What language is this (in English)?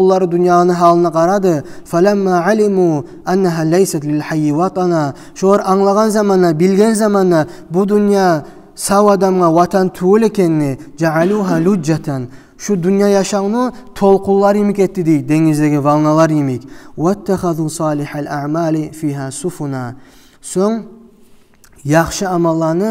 Kumyk